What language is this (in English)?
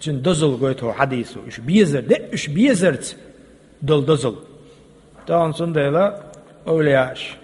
Chechen